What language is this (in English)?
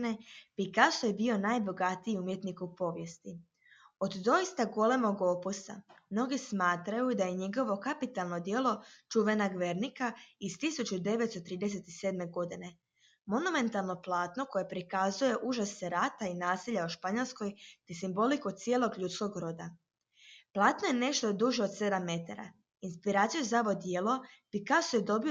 Croatian